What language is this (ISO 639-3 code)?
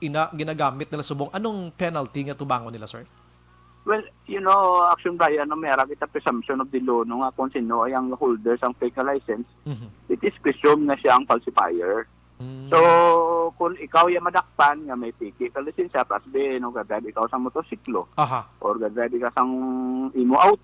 hil